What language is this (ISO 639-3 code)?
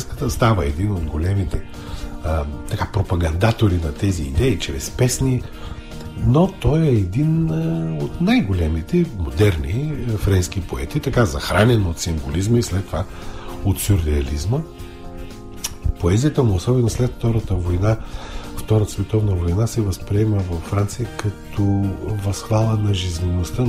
bul